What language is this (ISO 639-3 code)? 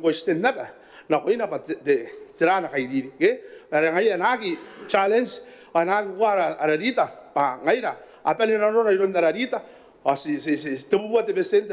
gil